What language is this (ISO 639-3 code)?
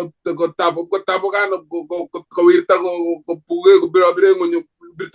kln